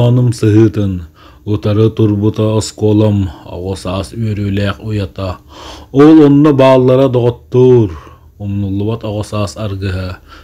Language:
Yakut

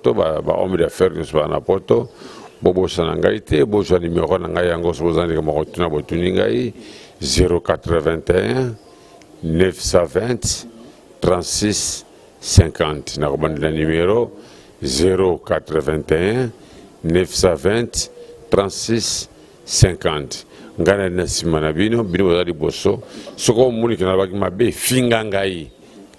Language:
Lingala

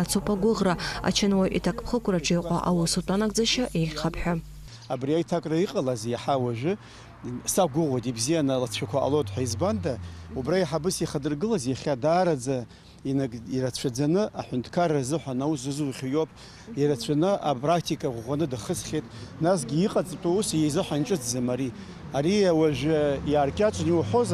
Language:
Abkhazian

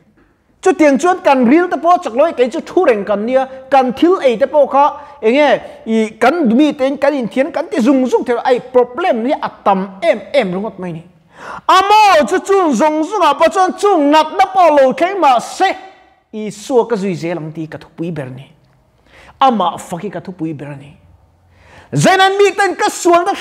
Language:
Mizo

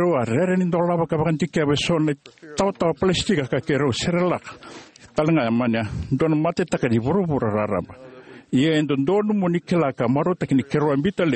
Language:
Fijian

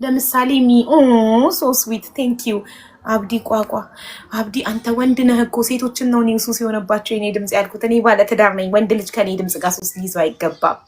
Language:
Amharic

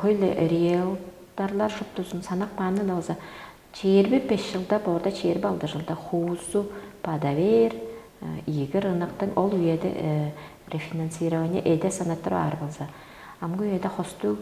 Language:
Tuvinian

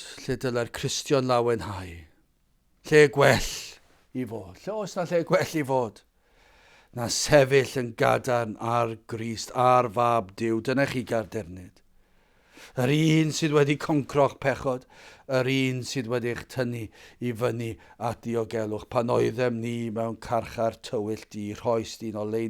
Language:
Welsh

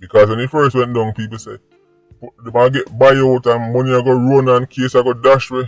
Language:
Jamaican Creole English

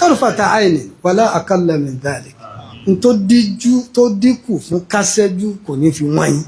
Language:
Yoruba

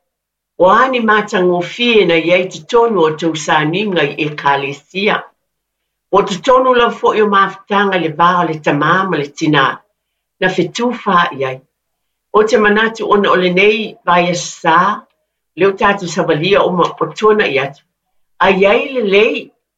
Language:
Samoan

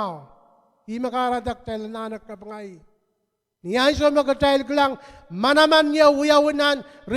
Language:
Pohnpeian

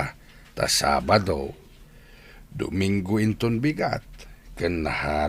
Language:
Iloko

